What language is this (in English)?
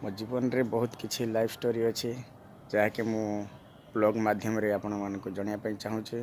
Odia